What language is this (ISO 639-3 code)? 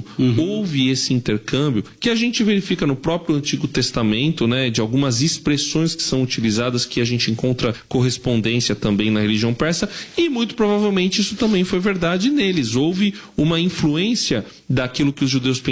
por